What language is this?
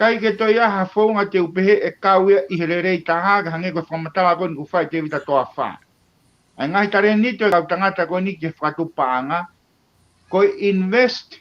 Tongan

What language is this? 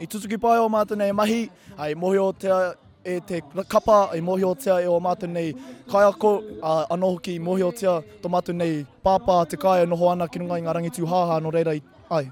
Māori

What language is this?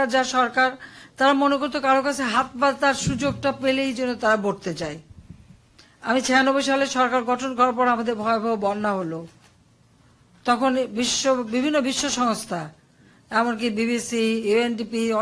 Bangla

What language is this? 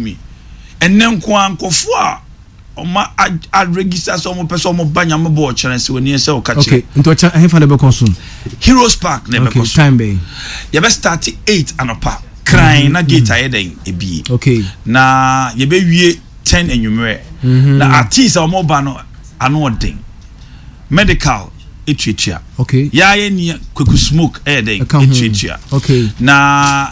Akan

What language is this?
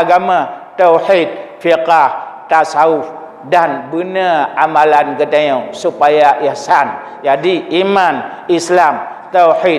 Achinese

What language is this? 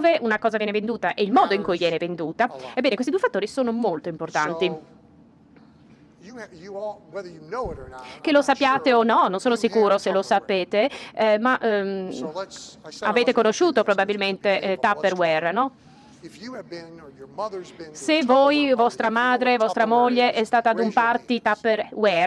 Italian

